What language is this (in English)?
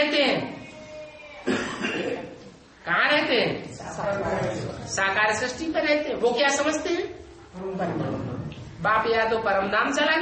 Hindi